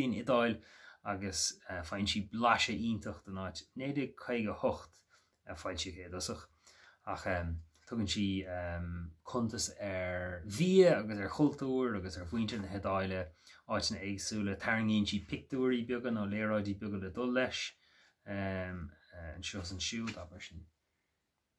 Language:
Irish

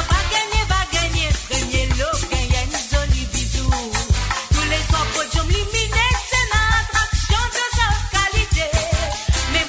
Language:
Morisyen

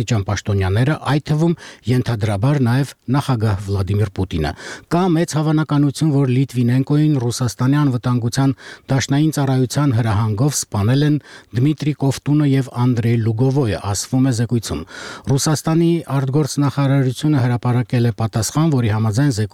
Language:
Armenian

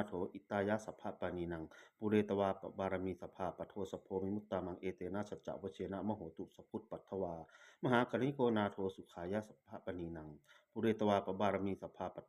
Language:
Pali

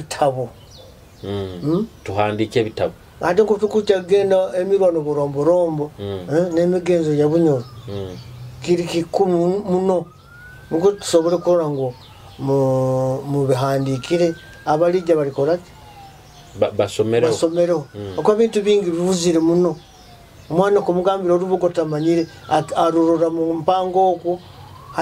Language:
Nyoro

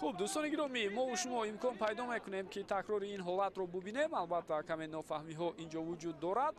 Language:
Tajik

